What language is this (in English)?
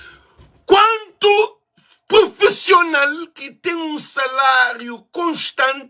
Kabuverdianu